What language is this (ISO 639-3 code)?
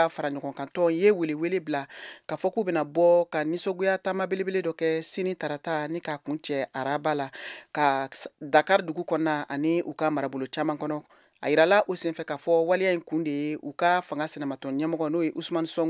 bam